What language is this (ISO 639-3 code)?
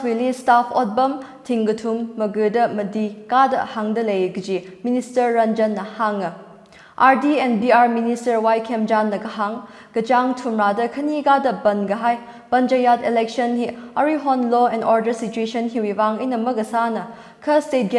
nmf